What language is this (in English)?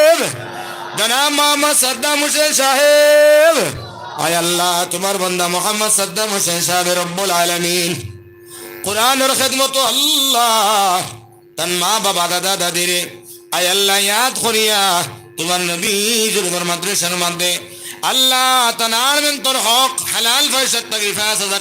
Sylheti